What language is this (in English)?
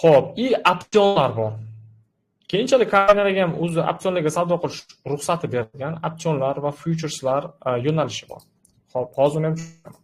Uzbek